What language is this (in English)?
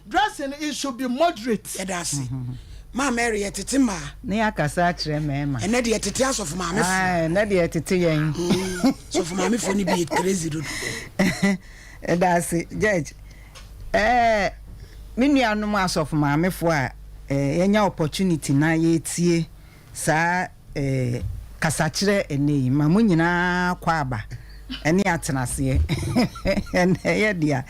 Akan